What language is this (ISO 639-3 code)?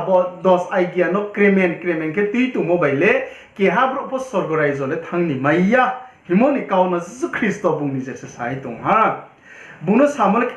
ria